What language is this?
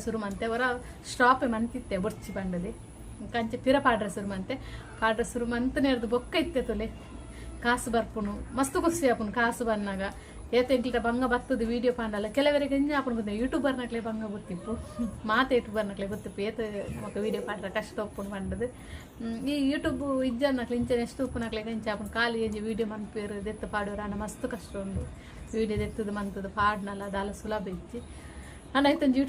Tulu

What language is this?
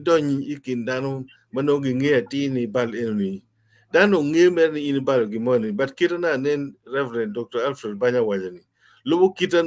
Acoli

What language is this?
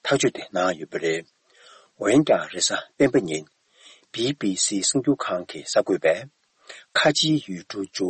Tibetan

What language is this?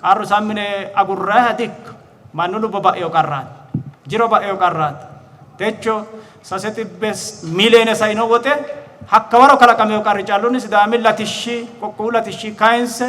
Sidamo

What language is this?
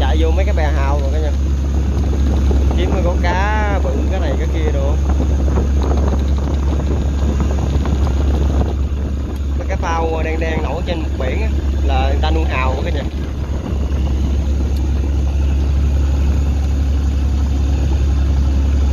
Vietnamese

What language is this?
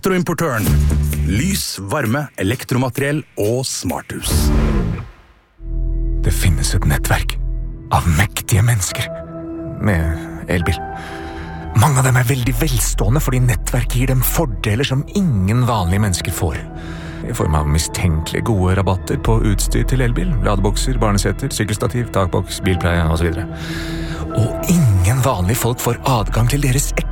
Norwegian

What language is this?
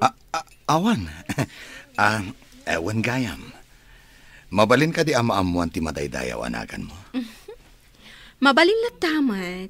Iloko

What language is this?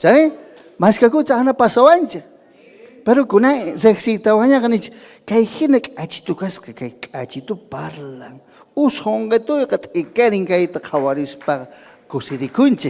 Ayacucho Quechua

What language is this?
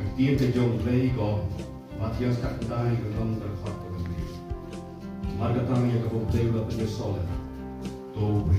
Khasi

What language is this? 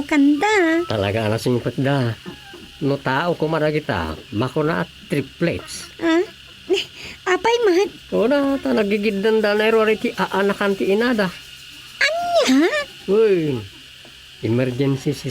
Iloko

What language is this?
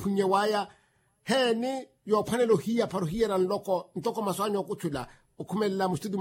Makhuwa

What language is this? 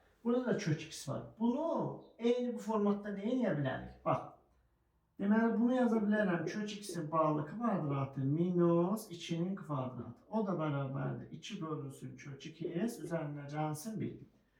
Azerbaijani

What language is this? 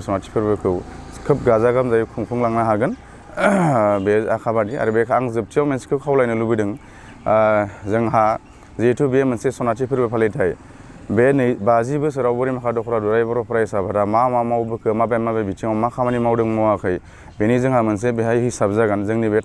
Bodo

